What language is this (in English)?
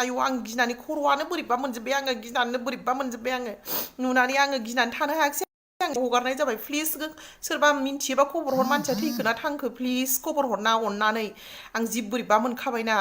Bodo